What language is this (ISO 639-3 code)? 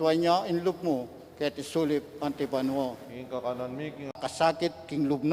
pam